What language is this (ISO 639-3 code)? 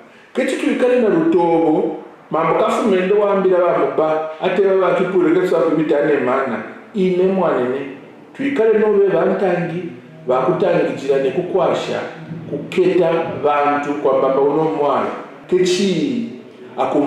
kqn